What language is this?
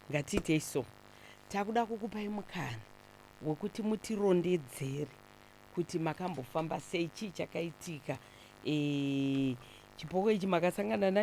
Shona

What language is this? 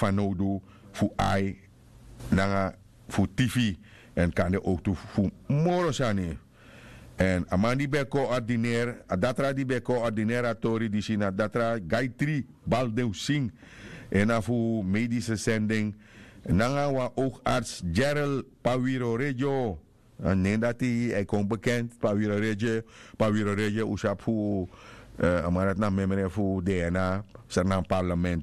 Sranan Tongo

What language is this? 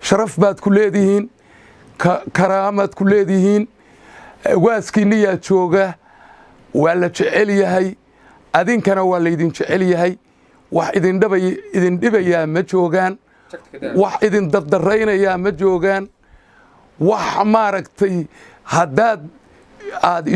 Somali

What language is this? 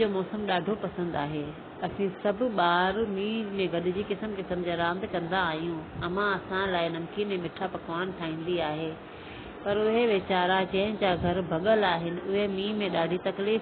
Sindhi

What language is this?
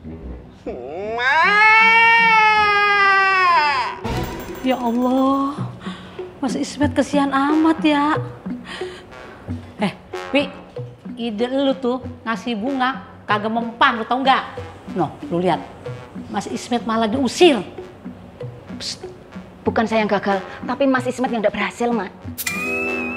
Indonesian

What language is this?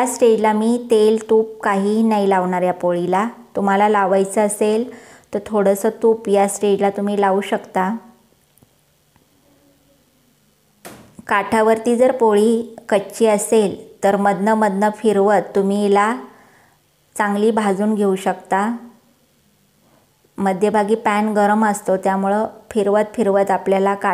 Marathi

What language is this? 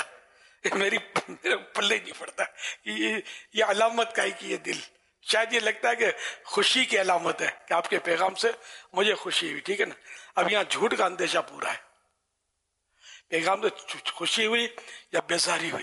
Urdu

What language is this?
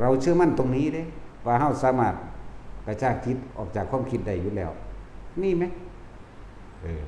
Northeastern Thai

